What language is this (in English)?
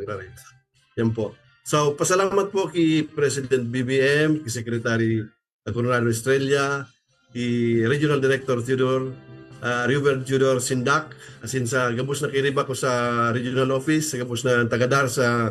Bikol